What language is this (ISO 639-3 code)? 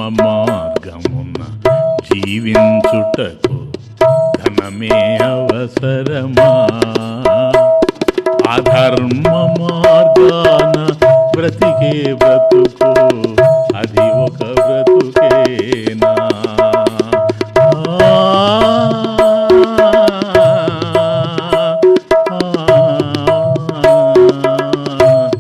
tel